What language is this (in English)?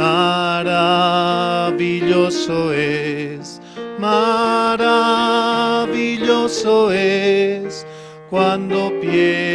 South Bolivian Quechua